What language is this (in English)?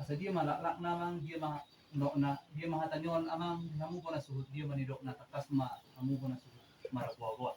Batak Toba